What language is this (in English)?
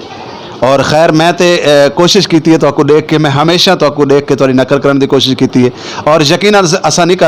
Saraiki